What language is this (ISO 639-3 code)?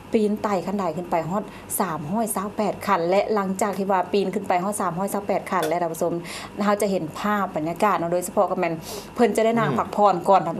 lao